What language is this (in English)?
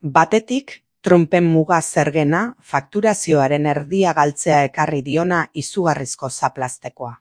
Basque